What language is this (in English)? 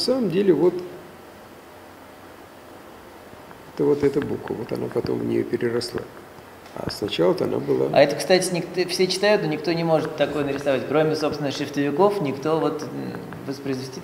Russian